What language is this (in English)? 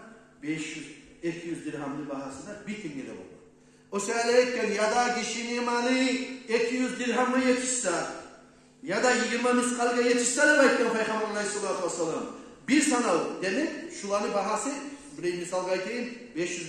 Kumyk